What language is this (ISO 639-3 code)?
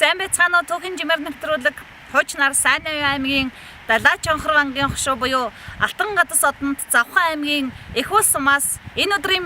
mon